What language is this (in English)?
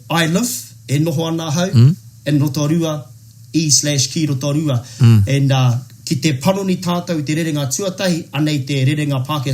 Māori